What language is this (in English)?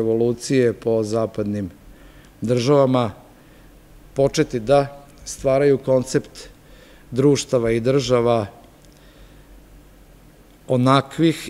Serbian